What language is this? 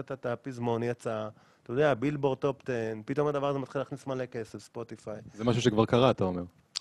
Hebrew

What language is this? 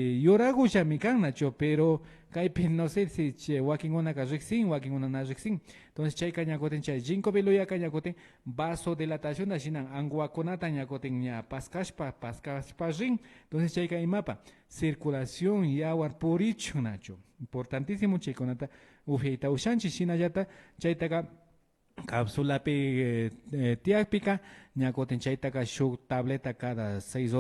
Imbabura Highland Quichua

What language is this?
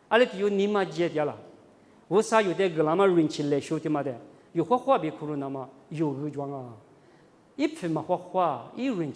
Lisu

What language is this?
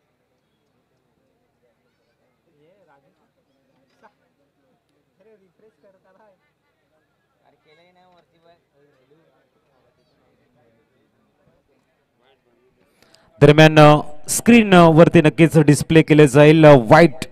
Marathi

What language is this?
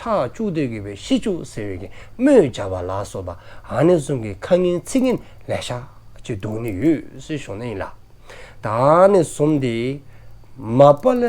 Dzongkha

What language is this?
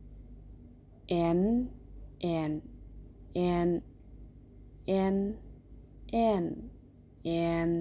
Lao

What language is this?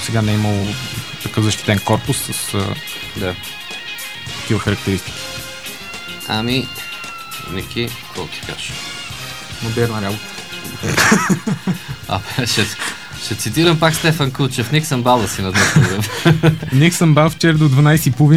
Bulgarian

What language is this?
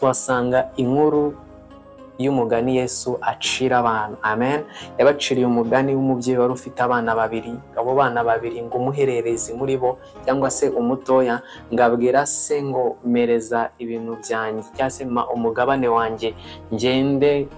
Kinyarwanda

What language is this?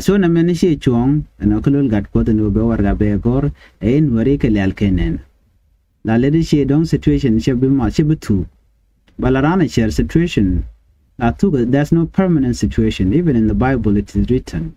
Nuer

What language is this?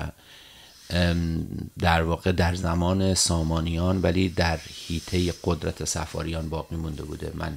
Persian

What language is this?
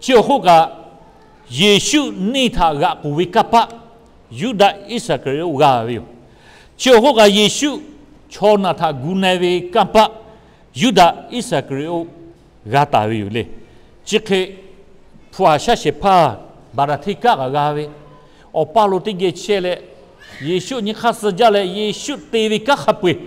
Lahu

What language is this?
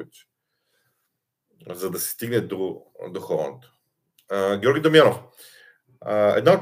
Bulgarian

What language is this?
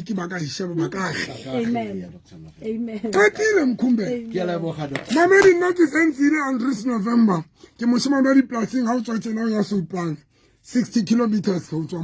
Southern Sotho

